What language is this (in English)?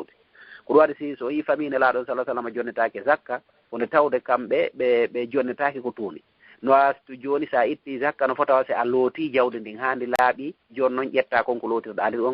Fula